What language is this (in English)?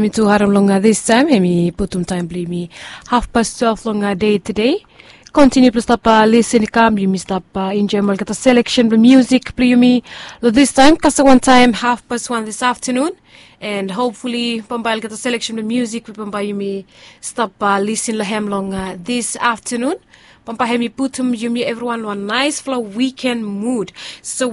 Bislama